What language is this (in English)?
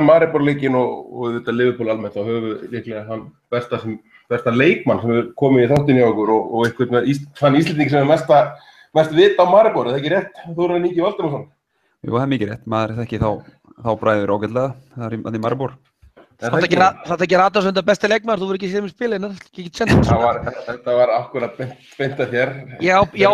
Icelandic